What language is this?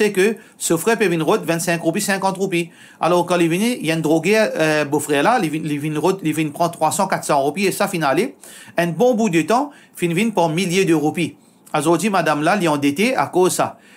Morisyen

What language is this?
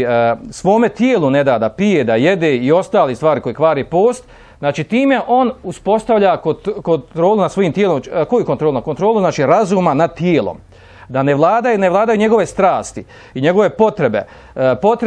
Bosnian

